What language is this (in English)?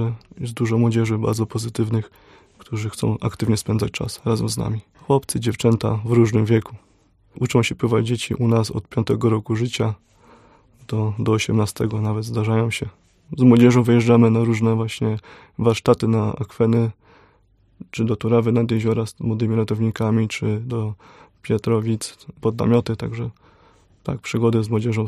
Polish